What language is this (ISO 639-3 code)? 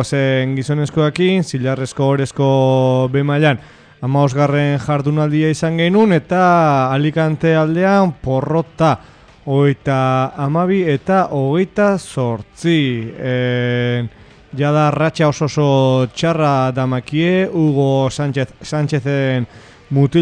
eus